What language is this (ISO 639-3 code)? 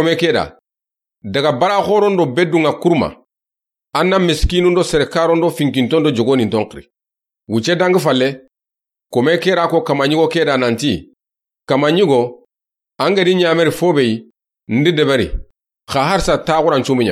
snk